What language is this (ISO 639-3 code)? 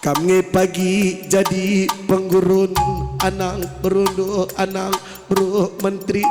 btx